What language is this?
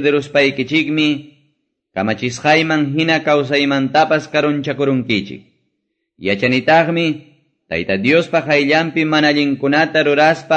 Quechua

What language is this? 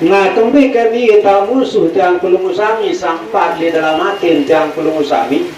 Sasak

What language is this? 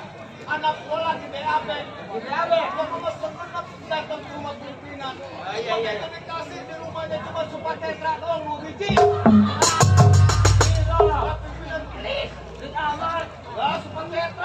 Betawi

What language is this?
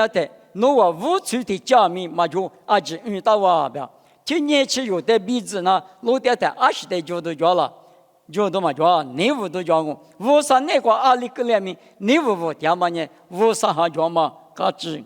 Lisu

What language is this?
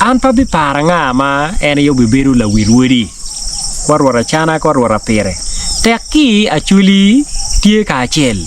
Acoli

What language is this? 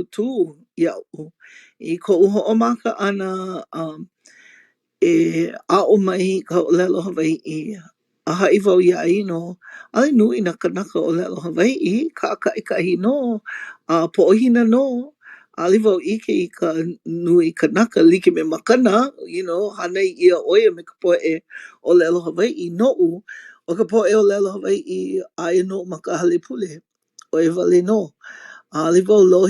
Hawaiian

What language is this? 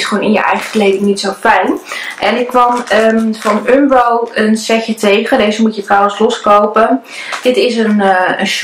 Dutch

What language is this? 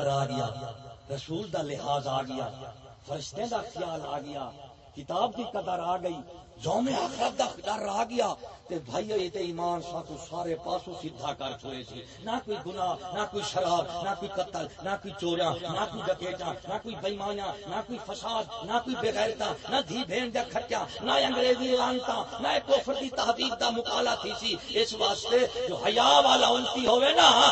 Saraiki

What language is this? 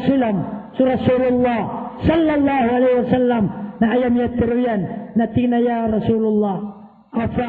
Maranao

